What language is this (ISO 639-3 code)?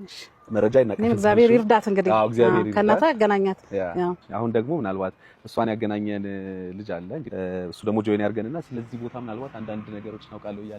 amh